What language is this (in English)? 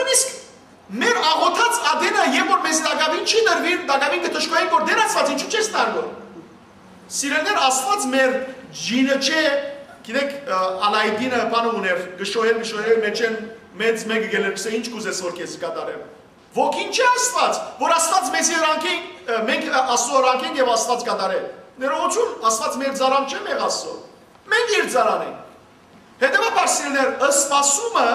Western Armenian